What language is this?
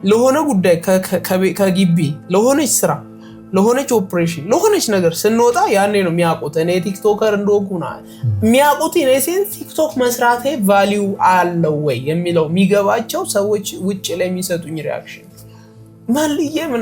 Amharic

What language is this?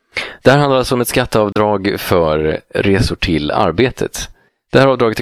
Swedish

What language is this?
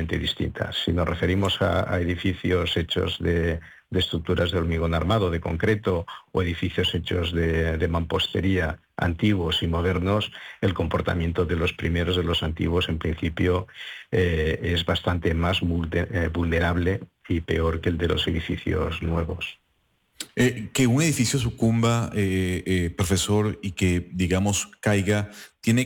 Spanish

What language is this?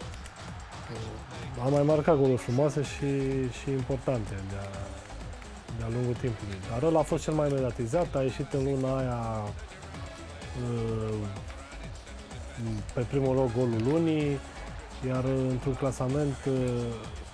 Romanian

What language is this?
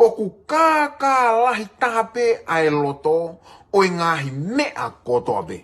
Tongan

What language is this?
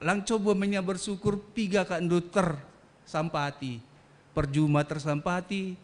Batak Karo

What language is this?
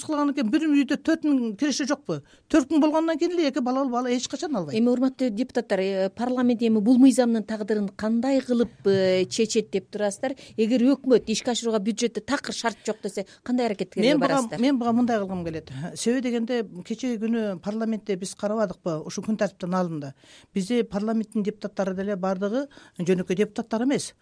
Kyrgyz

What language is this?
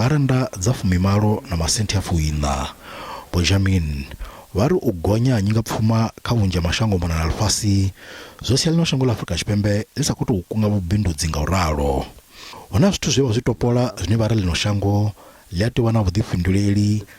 Venda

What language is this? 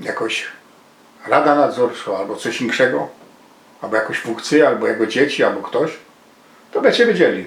Silesian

